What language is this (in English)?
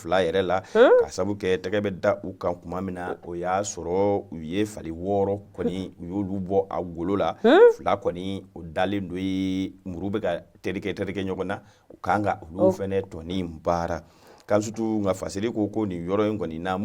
Bambara